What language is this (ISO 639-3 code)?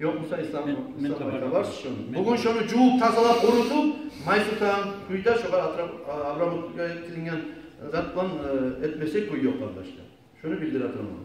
kum